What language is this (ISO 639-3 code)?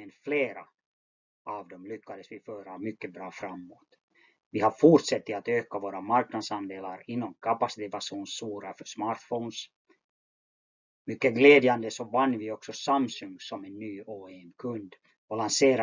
swe